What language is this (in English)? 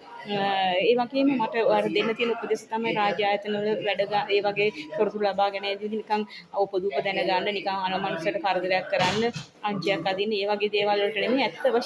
Sinhala